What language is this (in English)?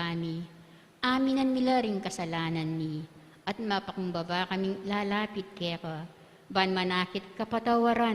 Pampanga